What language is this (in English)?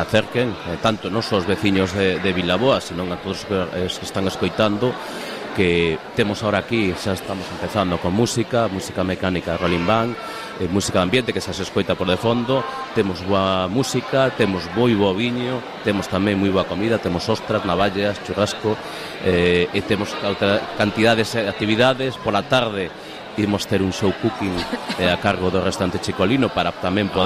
Galician